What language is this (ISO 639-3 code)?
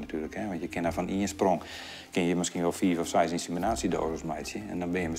fry